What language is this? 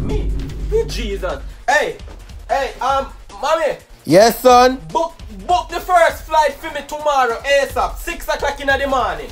Jamaican Creole English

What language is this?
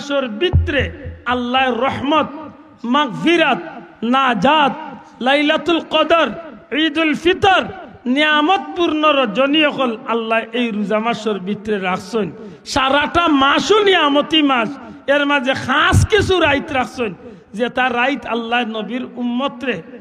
Sylheti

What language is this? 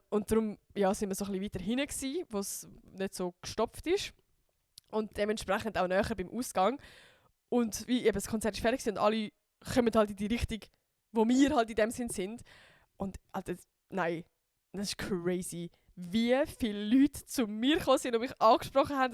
Swiss German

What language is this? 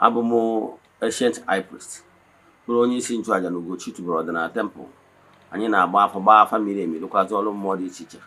Igbo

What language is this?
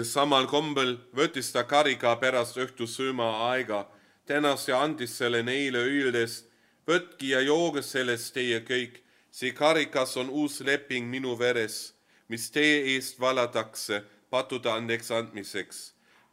Estonian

